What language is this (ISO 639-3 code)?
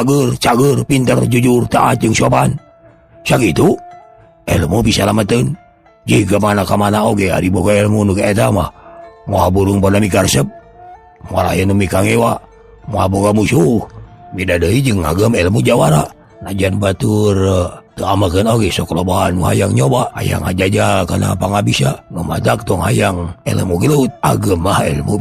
sun